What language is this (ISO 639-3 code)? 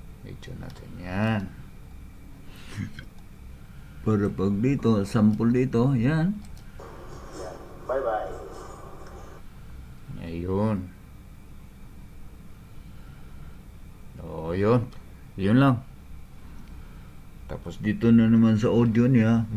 fil